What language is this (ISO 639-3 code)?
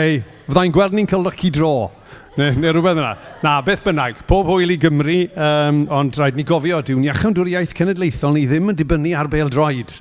cym